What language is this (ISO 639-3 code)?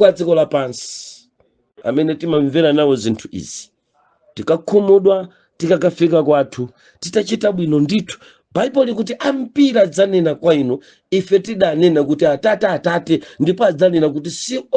nya